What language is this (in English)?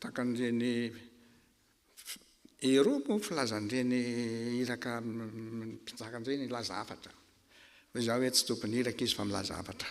Malagasy